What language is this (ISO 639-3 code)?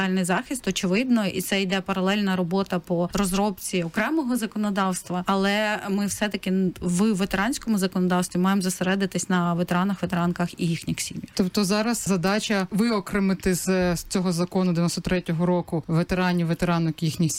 ukr